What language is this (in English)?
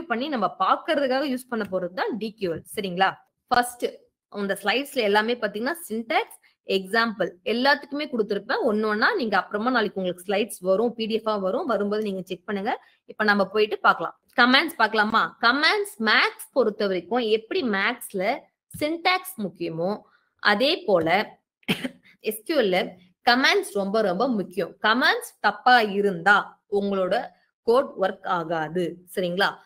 Tamil